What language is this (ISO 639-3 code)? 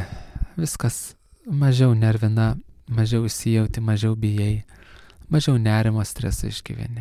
lit